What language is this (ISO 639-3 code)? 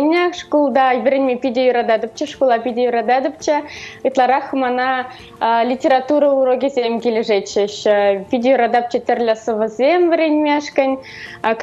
chv